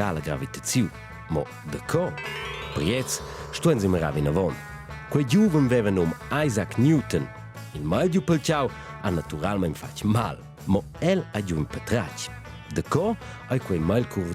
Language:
Romansh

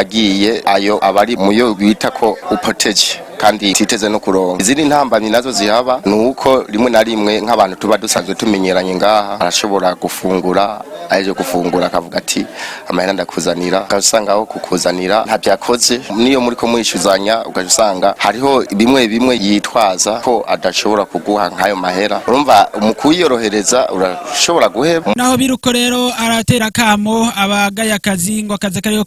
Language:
Rundi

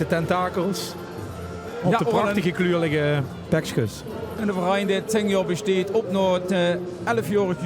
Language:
Limburgish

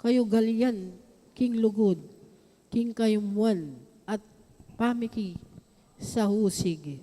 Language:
Pampanga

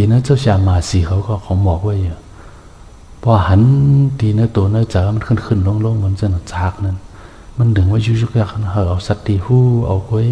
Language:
Shan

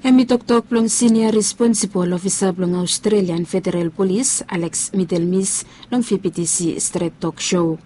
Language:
Bislama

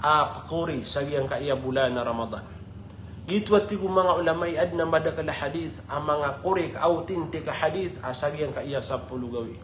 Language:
Maranao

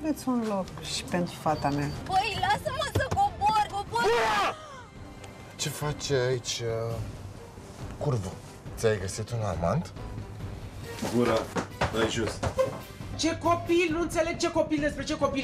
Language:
Romanian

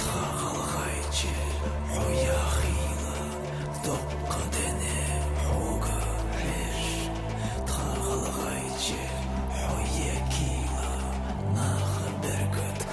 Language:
Ingush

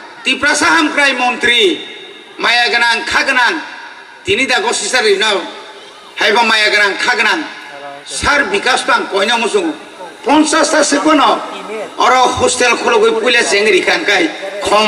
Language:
Kok Borok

